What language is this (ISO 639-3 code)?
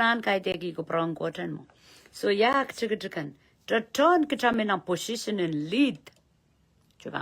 pon